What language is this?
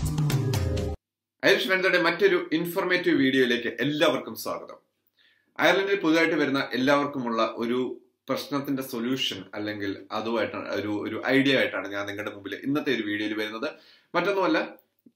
Malayalam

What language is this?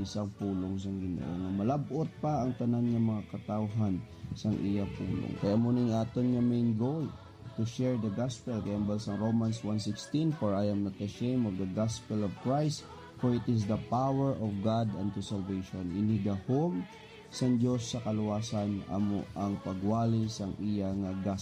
Hiligaynon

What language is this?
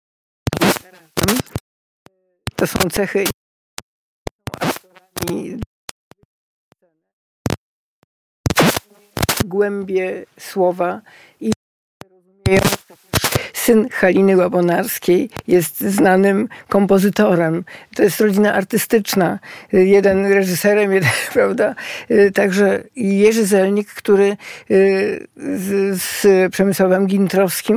Polish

